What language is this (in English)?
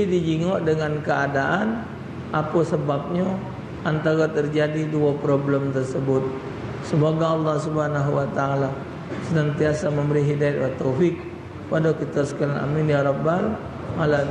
Musi